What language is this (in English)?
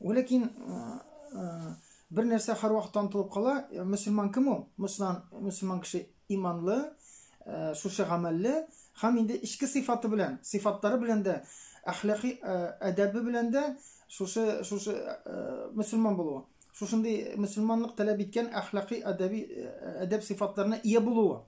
Tatar